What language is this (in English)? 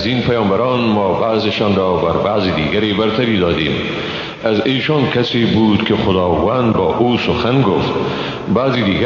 Persian